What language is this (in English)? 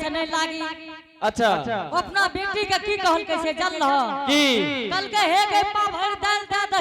Angika